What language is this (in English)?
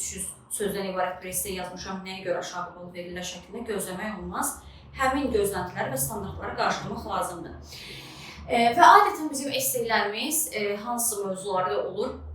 Azerbaijani